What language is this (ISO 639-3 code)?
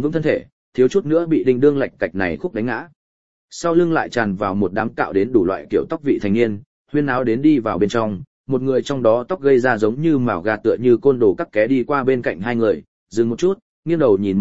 vie